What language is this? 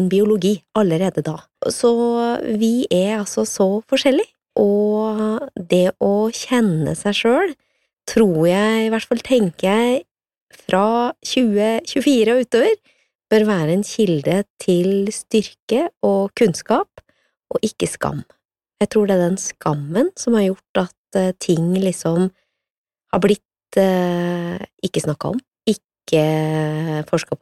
Norwegian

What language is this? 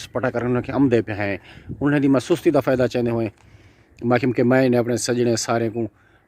Saraiki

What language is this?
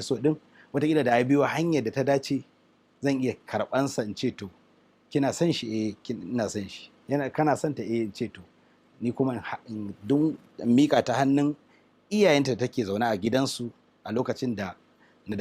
Hausa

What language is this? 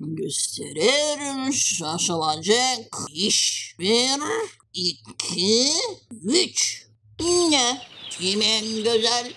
Gagauz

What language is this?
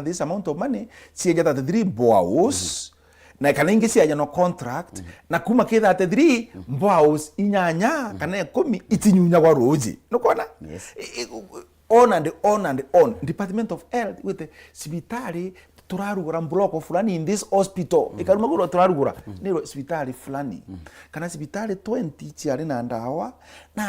Meru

